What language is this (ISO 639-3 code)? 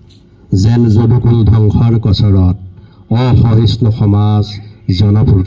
asm